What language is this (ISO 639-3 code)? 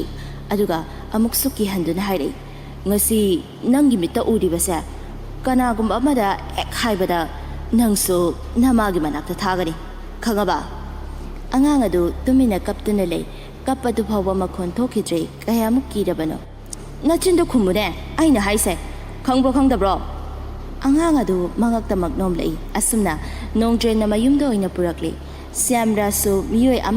mni